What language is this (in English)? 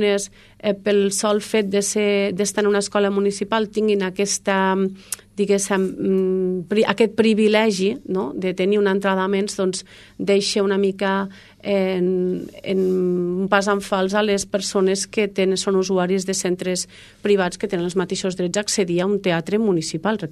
Catalan